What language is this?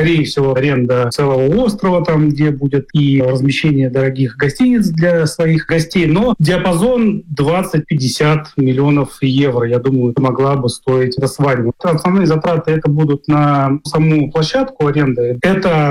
Russian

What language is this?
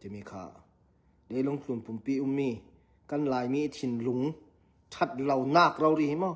Hakha Chin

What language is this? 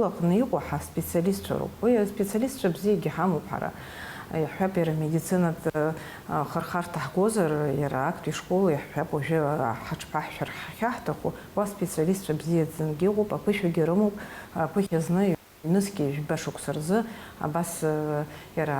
Abkhazian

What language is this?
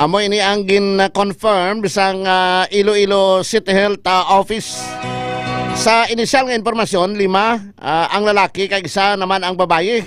Hiligaynon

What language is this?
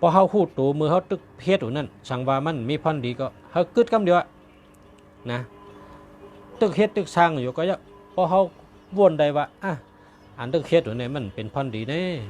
Shan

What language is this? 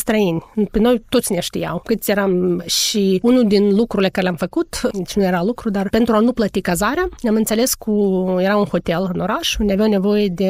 Romanian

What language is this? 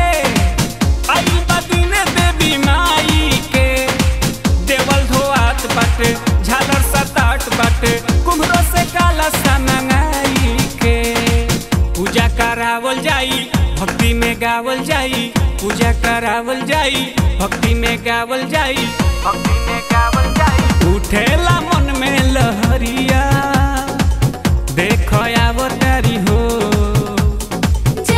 Bhojpuri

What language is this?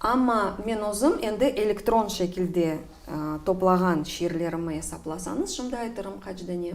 Crimean Tatar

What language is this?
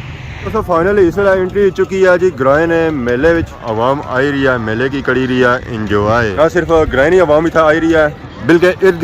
Pahari-Potwari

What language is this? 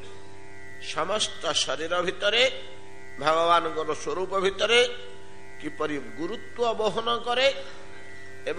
Odia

